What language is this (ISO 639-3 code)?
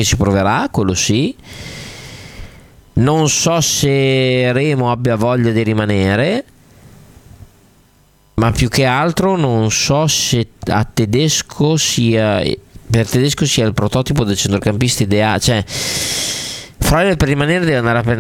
ita